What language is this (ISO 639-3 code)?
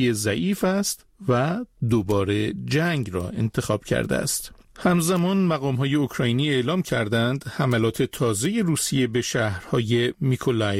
fas